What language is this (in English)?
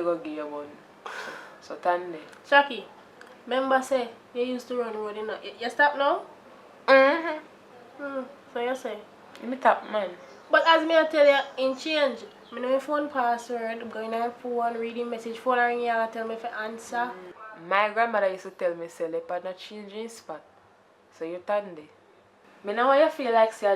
Jamaican Creole English